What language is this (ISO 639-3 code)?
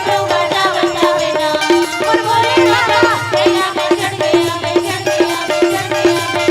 hne